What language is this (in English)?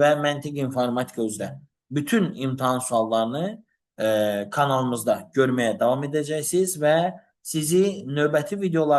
Azerbaijani